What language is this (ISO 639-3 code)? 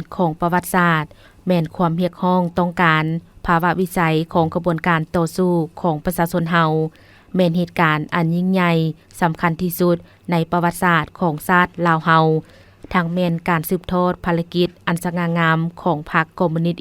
lao